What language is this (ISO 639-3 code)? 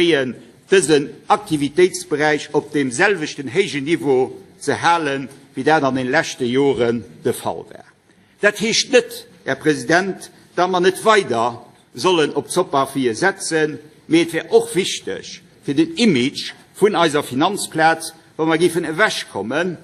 ltz